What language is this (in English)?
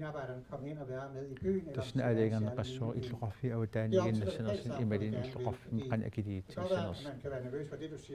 Kalaallisut